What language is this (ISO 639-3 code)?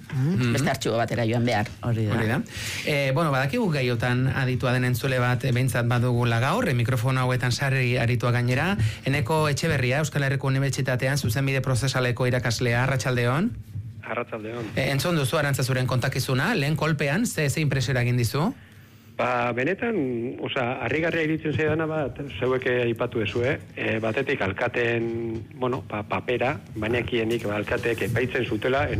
eus